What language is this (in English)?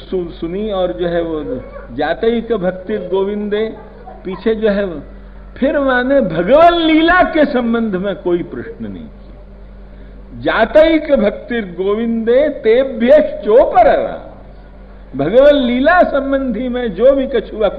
Braj